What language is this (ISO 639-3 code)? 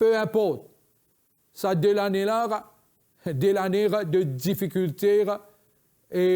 mfe